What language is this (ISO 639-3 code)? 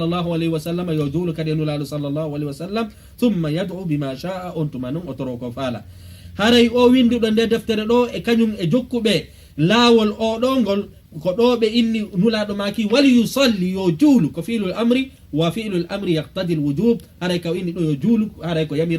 ful